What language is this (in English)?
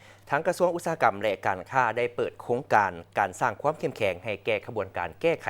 Lao